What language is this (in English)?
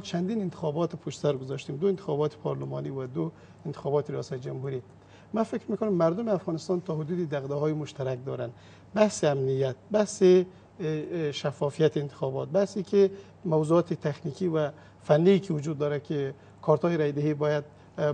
Persian